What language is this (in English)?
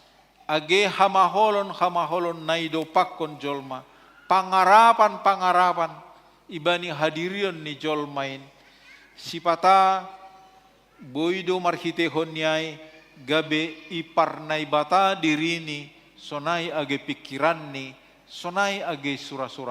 Batak Simalungun